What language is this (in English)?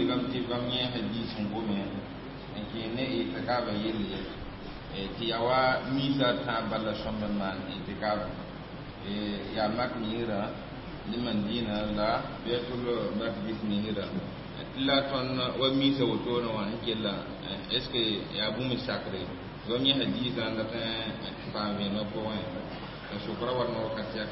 Mossi